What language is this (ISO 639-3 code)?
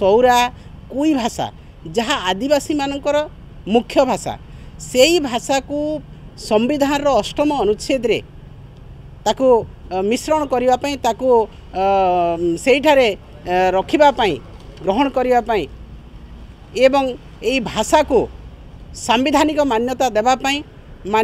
ori